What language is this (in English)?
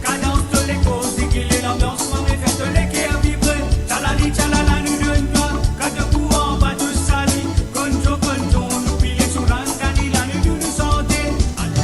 Morisyen